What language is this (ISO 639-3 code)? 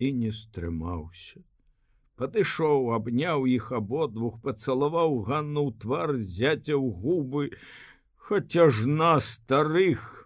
bel